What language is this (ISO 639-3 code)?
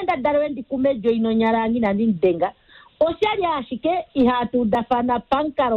kua